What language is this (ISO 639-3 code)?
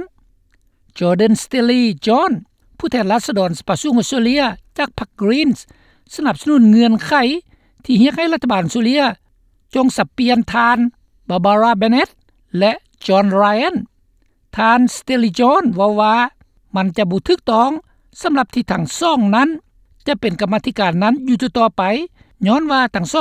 lao